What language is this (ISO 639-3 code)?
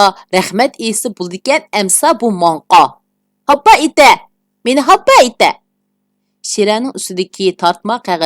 uig